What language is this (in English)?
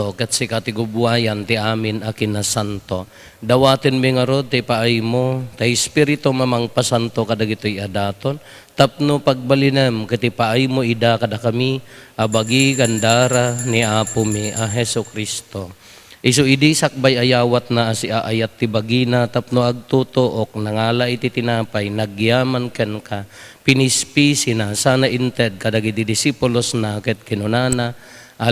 Iloko